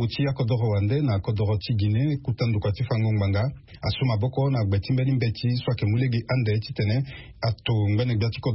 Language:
Sango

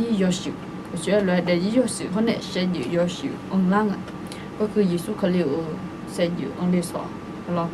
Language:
Akha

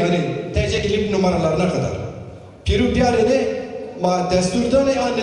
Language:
Zaza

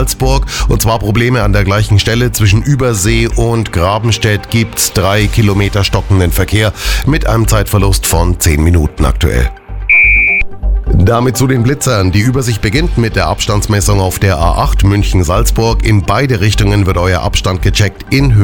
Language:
German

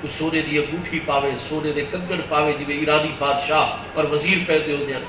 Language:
Saraiki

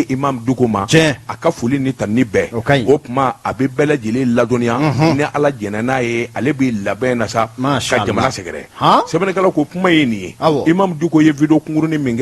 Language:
Bambara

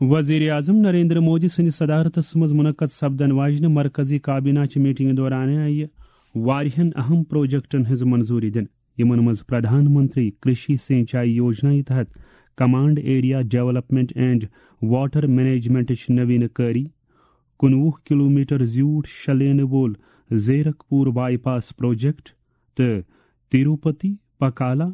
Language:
Kashmiri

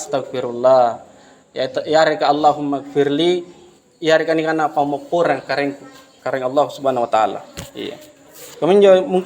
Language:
Makasar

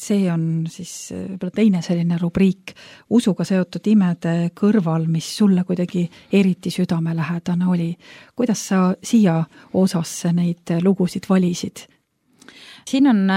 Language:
Estonian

